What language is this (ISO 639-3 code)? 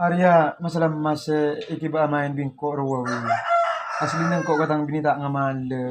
mad